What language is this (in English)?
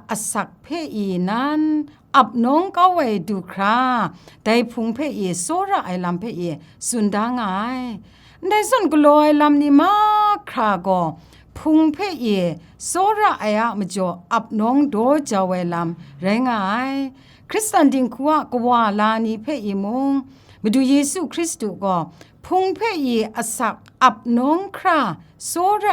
Kachin